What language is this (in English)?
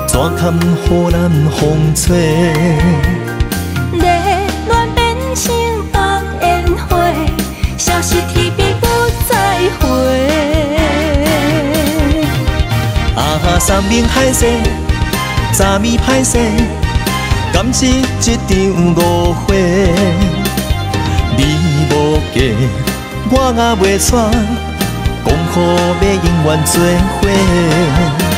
Min Nan Chinese